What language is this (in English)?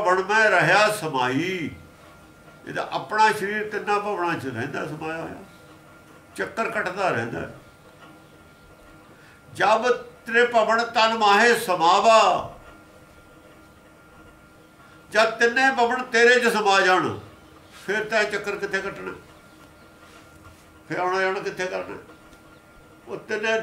Punjabi